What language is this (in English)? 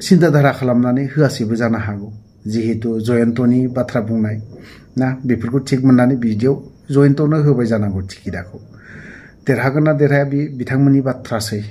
Bodo